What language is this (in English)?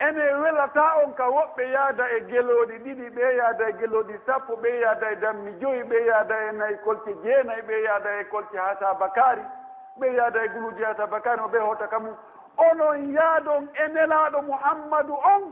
Pular